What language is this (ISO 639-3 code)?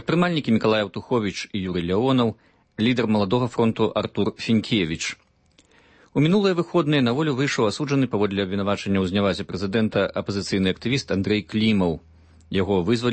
bel